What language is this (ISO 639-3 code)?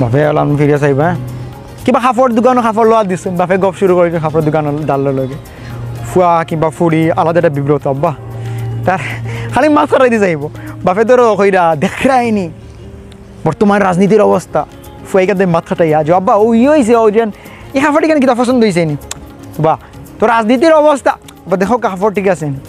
syl